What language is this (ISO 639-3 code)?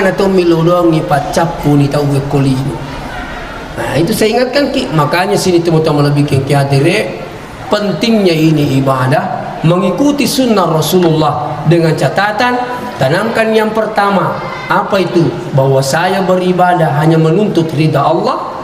bug